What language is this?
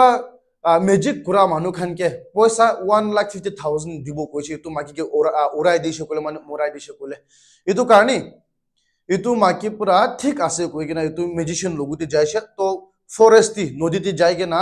Naga Pidgin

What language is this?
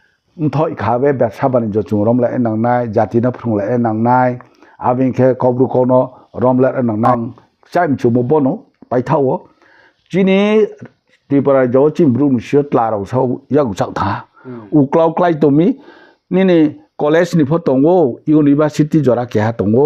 Riang (India)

